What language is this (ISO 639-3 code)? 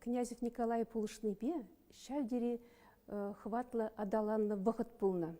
chv